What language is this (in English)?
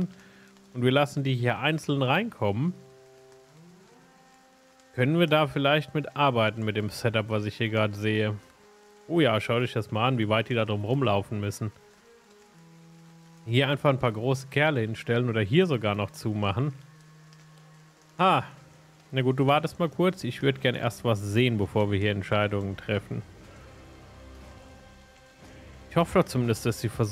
German